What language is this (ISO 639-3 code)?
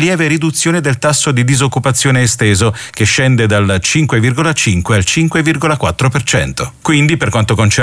ita